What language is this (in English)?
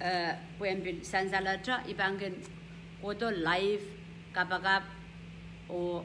Pohnpeian